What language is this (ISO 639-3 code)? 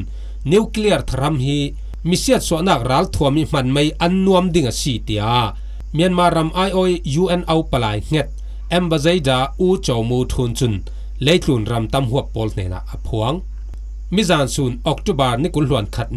cfm